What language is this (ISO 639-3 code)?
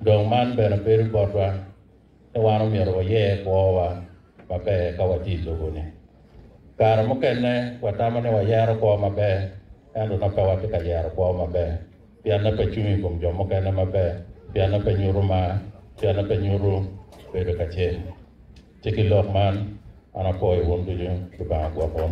ach